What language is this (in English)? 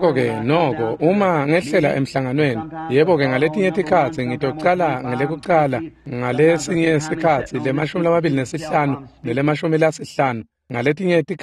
Swati